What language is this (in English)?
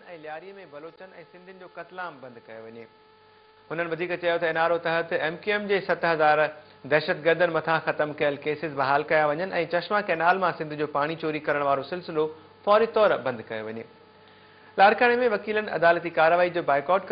Sindhi